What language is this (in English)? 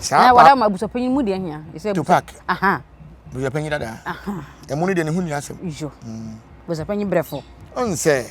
Akan